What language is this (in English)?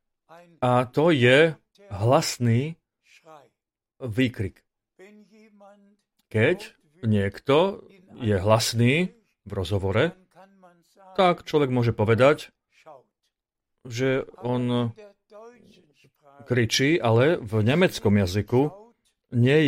Slovak